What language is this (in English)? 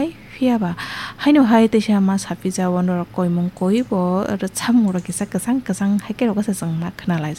Kok Borok